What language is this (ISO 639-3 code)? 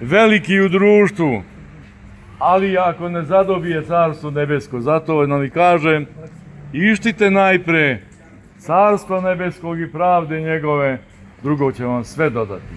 srp